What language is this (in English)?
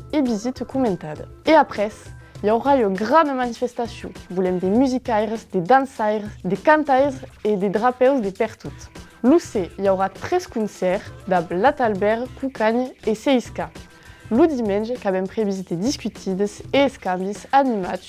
Occitan